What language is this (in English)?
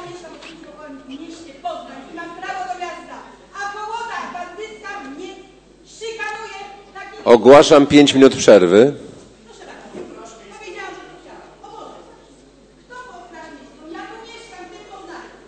Polish